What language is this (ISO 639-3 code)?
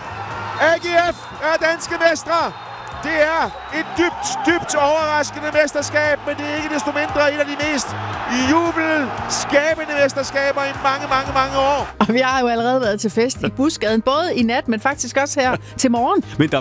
dan